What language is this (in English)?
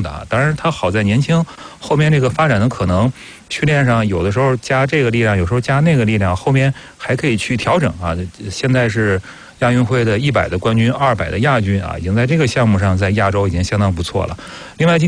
Chinese